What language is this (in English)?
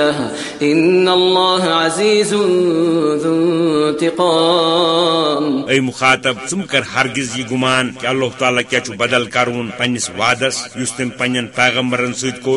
Kashmiri